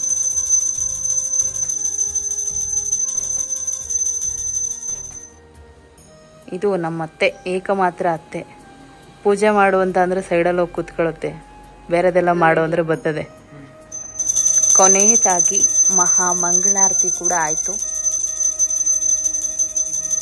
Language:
Kannada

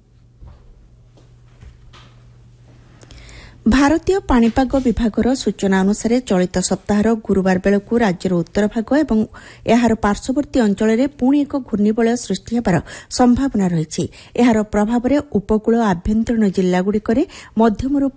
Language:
Odia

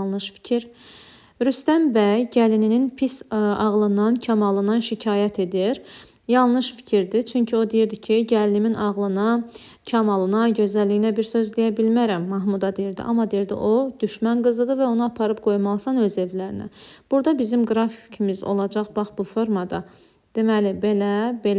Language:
Azerbaijani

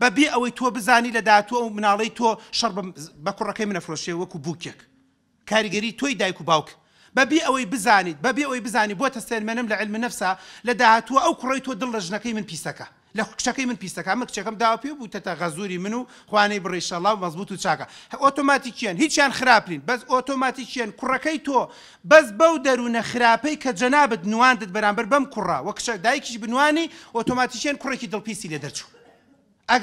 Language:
Central Kurdish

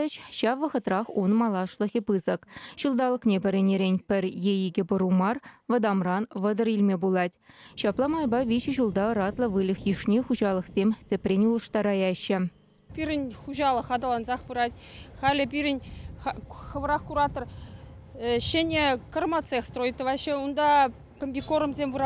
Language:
Chuvash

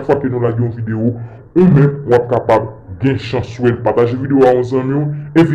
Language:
Haitian Creole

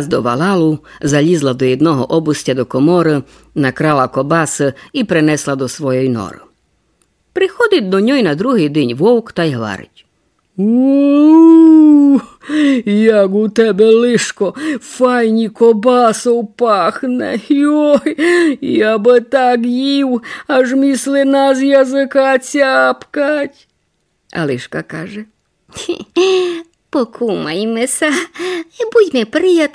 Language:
Rusyn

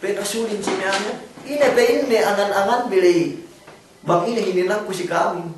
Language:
Yakan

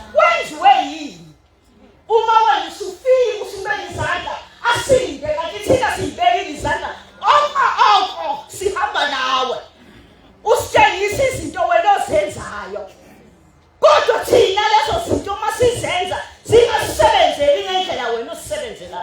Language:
Zulu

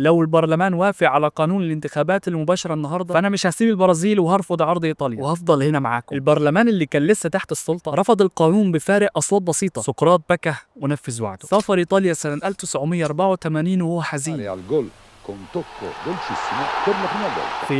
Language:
Egyptian Arabic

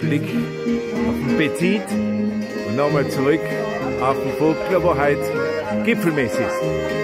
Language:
Bavarian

